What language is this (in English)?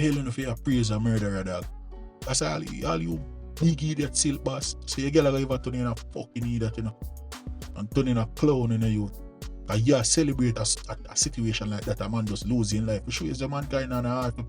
Jamaican Creole English